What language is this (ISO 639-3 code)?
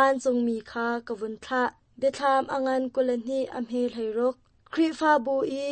cnh